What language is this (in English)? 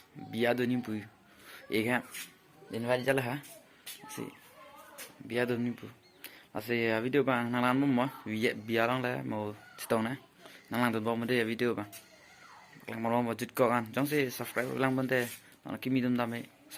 Karbi